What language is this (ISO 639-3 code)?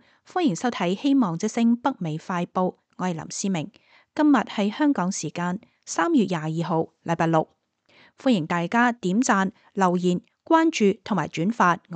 yue